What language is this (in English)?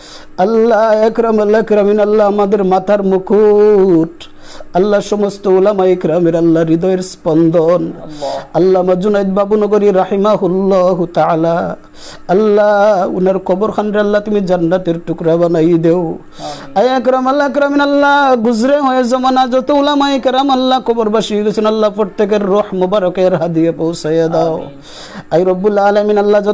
Sylheti